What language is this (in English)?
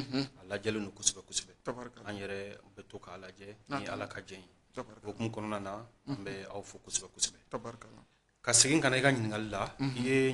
Bambara